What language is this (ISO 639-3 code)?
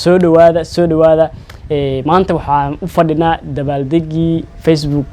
som